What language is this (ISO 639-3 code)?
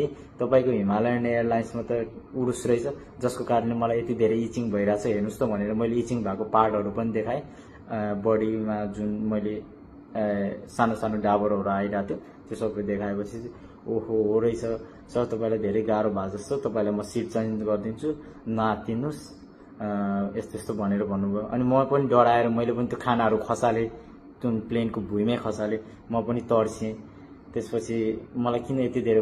nep